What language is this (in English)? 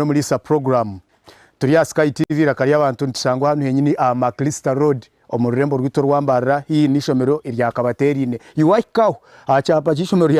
Nyankole